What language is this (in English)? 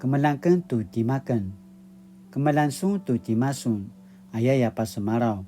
Paiwan